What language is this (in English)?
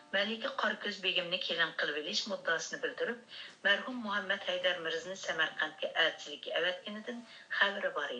Uyghur